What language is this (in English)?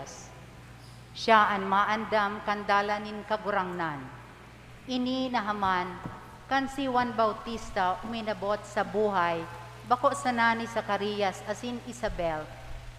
Bikol